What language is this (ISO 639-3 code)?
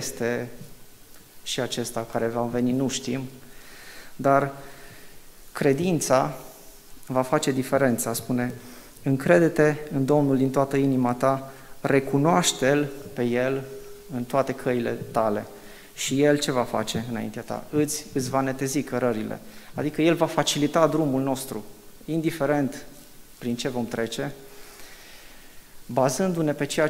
ron